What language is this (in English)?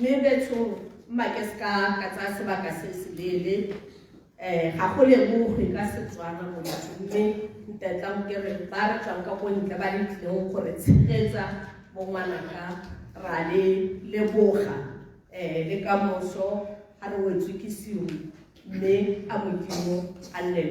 Tswana